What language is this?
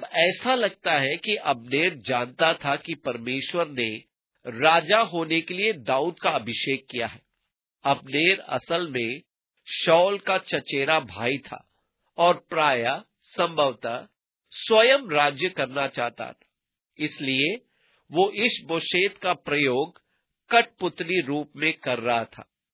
Hindi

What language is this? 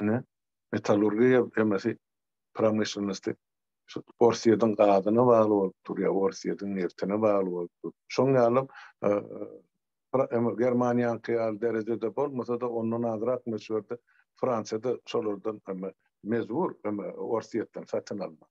Turkmen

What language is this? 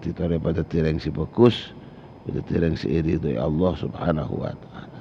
Madurese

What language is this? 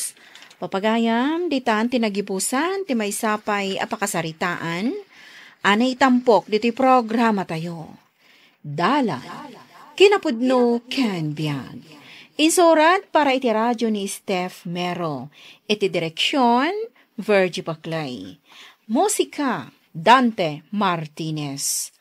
Iloko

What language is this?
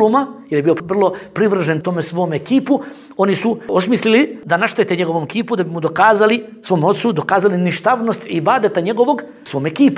Bosnian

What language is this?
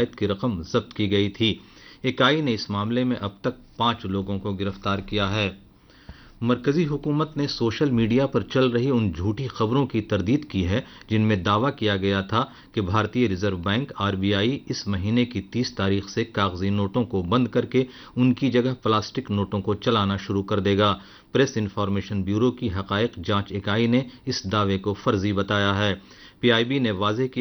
Urdu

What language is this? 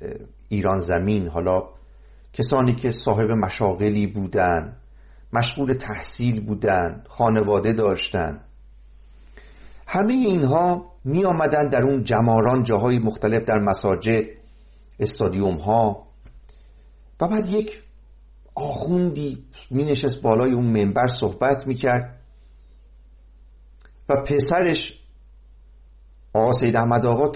Persian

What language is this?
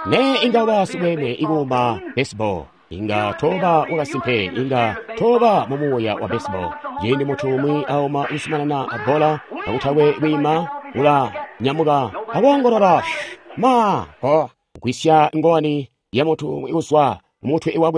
Tonga (Zambia)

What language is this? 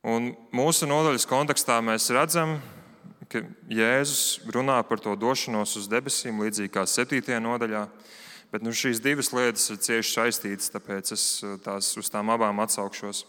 Latvian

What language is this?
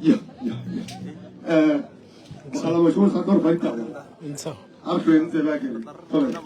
Northern Sotho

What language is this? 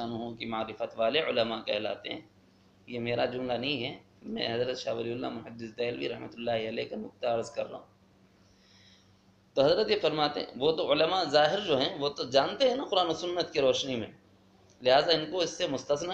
Urdu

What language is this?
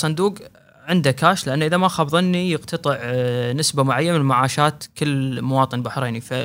Gulf Arabic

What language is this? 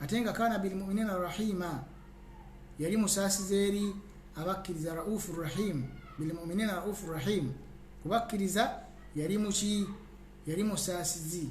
Ganda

